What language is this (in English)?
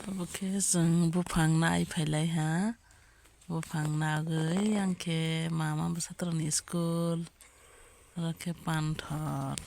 Kok Borok